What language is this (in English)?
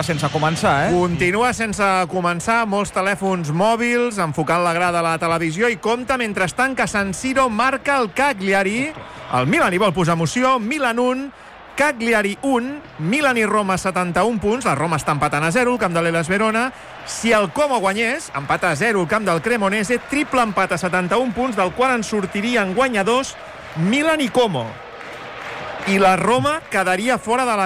Catalan